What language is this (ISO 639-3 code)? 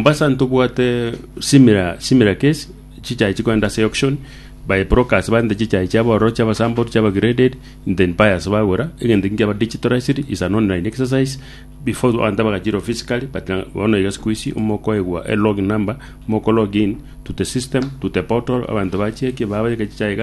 guz